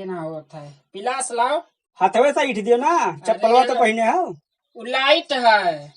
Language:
Awadhi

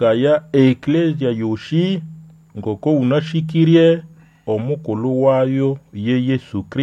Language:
Nande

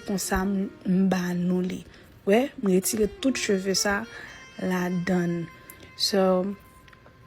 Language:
Haitian Creole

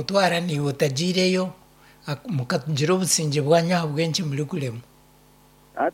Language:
Nyankole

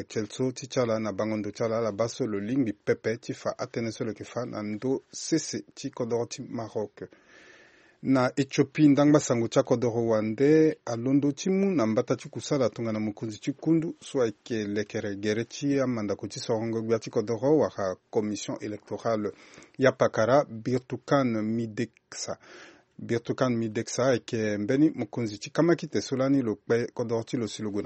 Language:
Sango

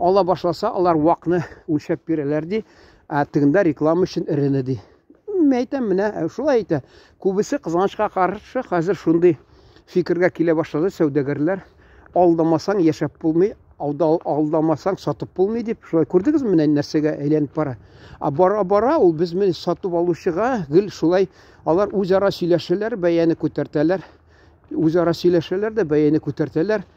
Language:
Tatar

